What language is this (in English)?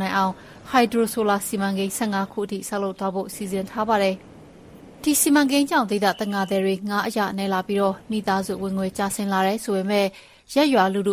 Burmese